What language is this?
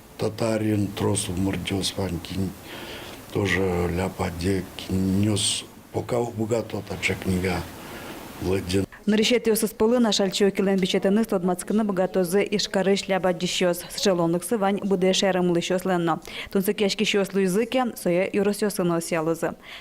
Udmurt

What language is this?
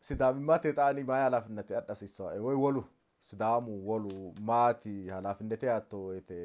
Sidamo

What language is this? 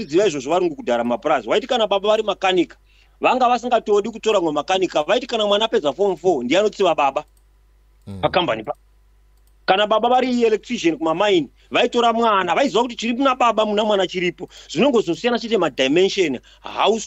Shona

